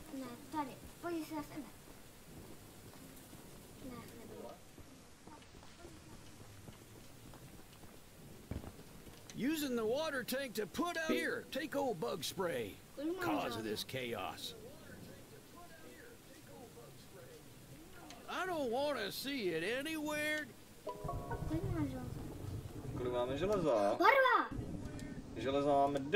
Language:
Czech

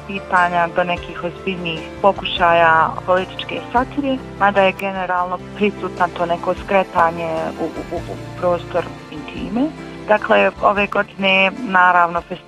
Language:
Bosnian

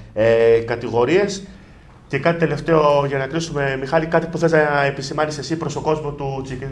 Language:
Greek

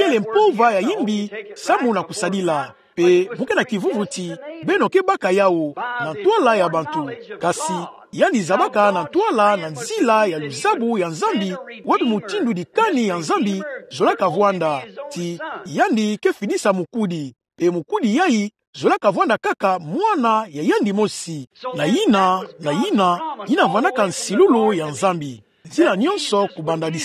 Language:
Kituba (Democratic Republic of Congo)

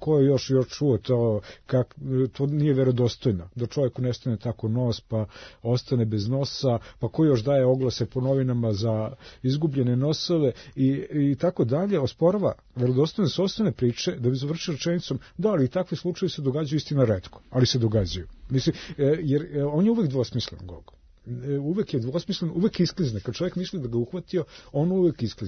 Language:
Serbian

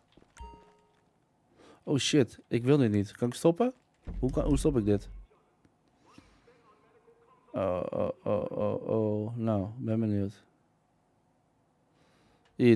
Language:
Dutch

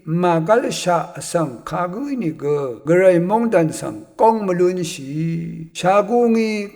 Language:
Rawang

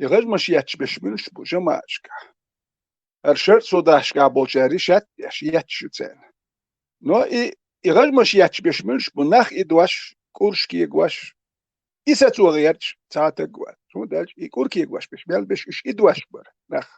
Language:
Chechen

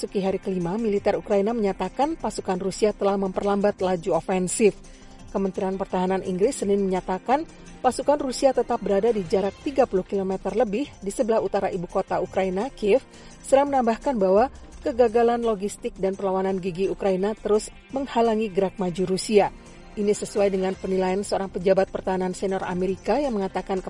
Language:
Indonesian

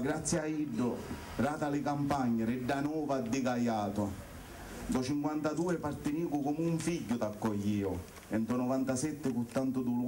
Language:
Sicilian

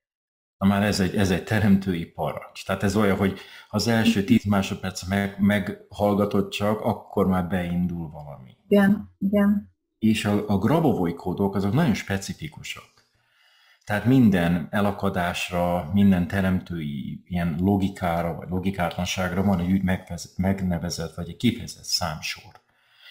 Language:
Hungarian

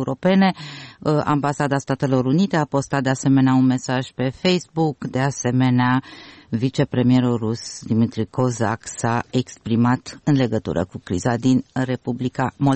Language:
Romanian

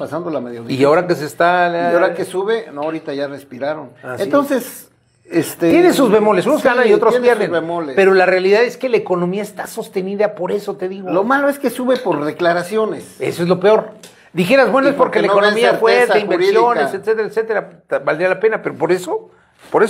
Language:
Spanish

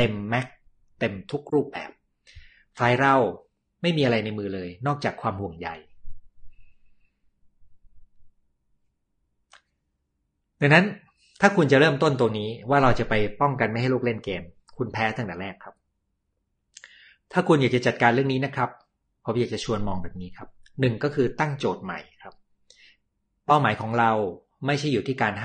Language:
Thai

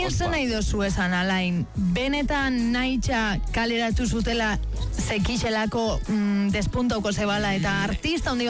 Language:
Basque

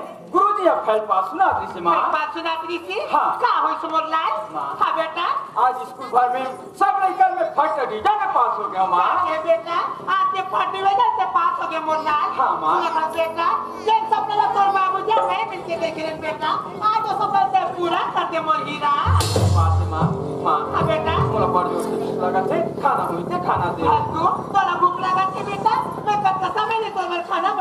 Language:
Chhattisgarhi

